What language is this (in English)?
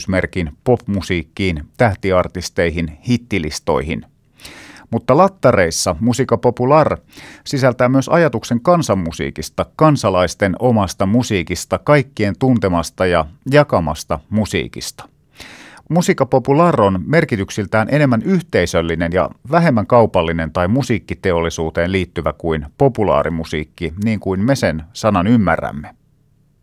Finnish